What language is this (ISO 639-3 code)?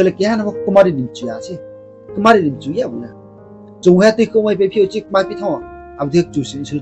ria